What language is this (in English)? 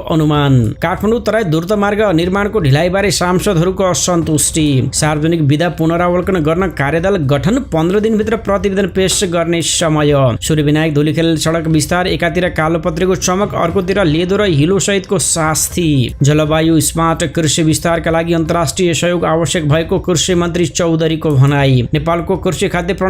Nepali